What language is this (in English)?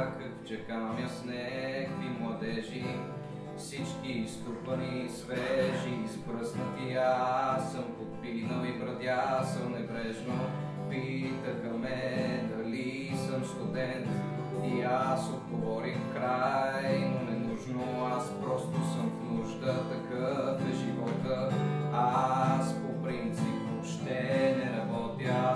Bulgarian